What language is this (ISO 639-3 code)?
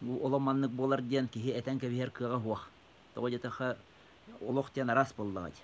sah